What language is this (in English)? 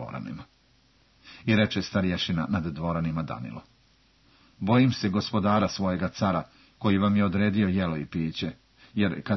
Serbian